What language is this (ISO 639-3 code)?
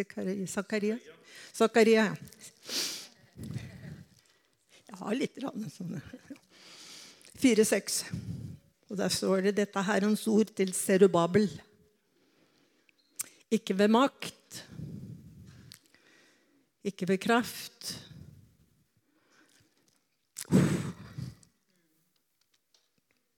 nor